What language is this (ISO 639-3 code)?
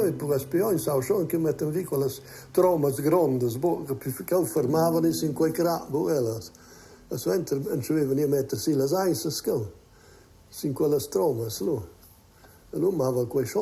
roh